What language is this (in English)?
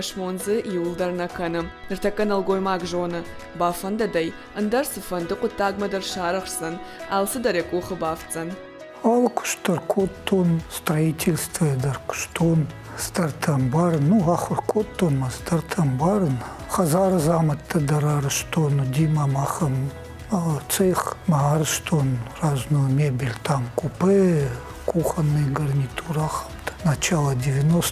Ossetic